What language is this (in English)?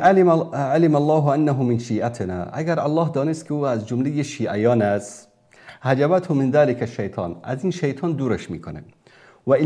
Persian